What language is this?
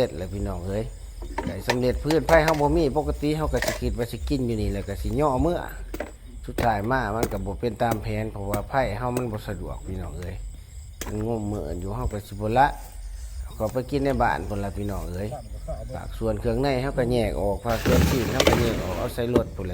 Lao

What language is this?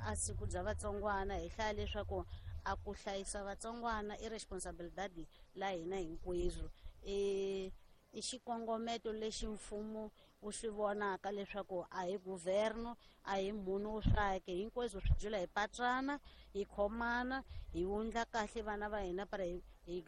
Tsonga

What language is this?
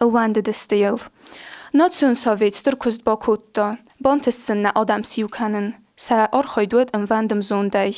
Ossetic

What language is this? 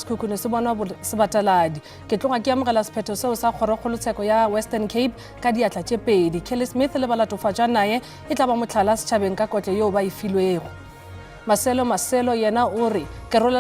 Northern Sotho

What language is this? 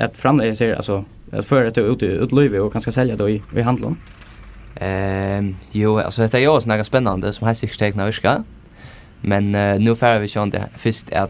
Faroese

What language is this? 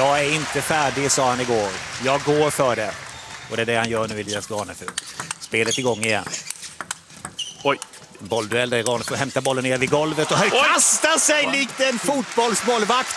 Swedish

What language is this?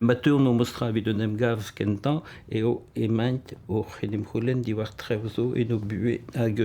Breton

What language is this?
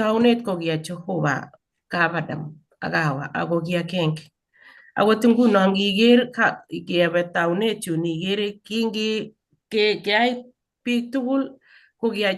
Kalenjin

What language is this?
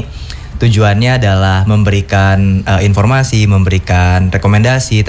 Indonesian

